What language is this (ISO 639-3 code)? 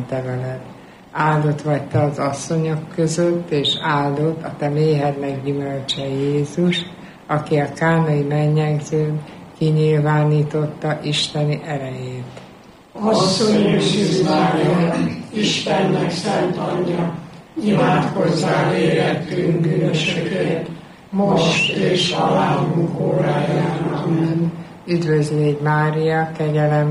hun